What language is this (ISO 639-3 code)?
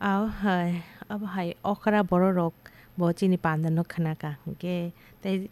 trp